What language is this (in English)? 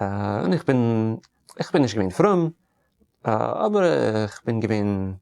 Yiddish